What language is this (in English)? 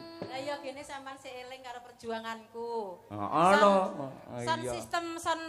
Javanese